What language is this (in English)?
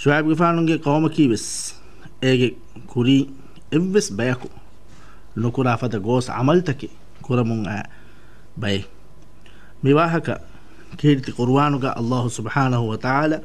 Divehi